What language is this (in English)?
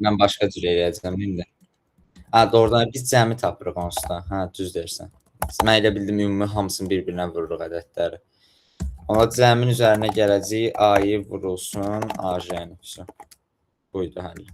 Azerbaijani